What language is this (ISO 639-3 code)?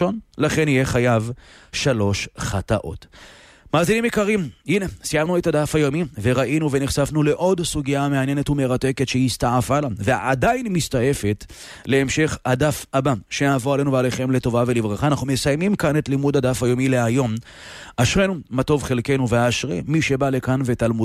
heb